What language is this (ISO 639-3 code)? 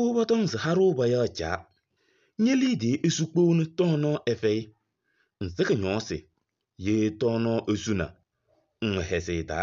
kbp